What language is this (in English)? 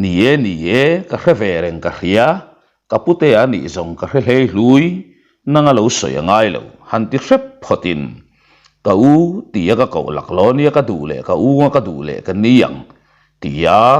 Mizo